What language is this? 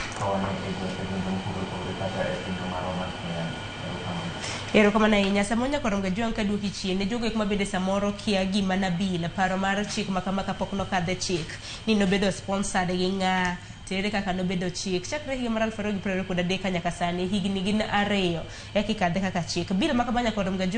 Luo (Kenya and Tanzania)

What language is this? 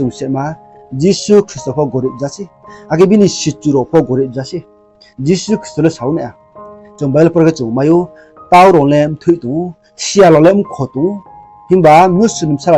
Riang (India)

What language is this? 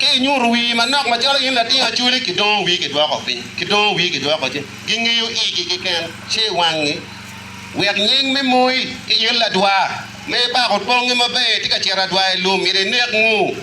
Acoli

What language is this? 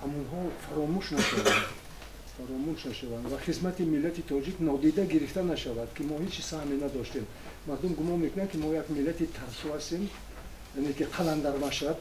Tajik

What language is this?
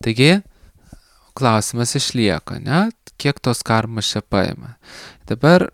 Lithuanian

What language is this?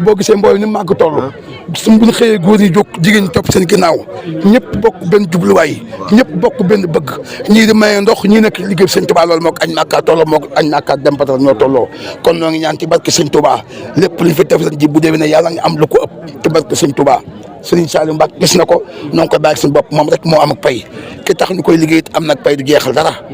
Wolof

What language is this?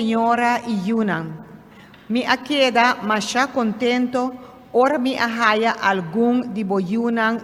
Papiamento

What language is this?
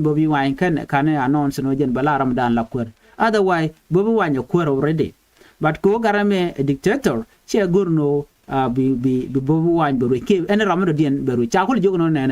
Nuer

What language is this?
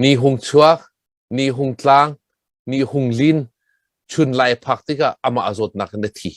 Hakha Chin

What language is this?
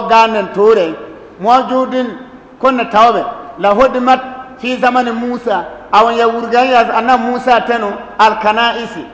Bissa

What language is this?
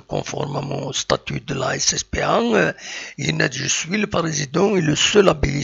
Kabyle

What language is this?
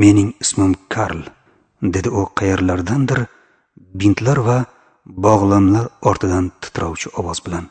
Uzbek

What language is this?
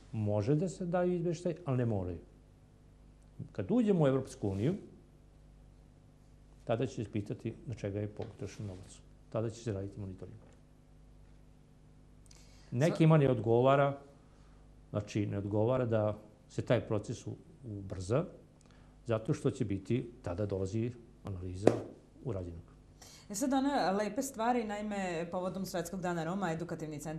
Serbian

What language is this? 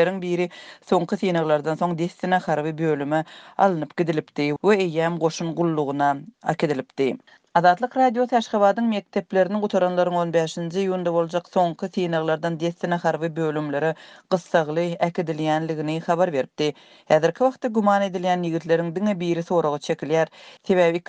Turkmen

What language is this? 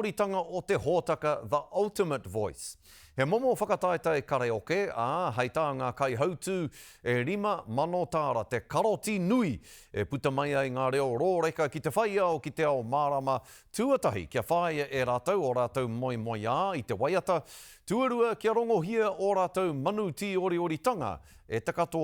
Māori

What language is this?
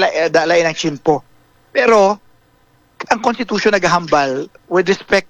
Hiligaynon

